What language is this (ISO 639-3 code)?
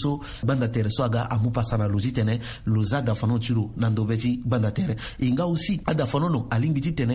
sag